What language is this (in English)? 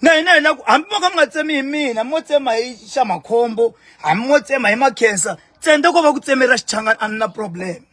Tsonga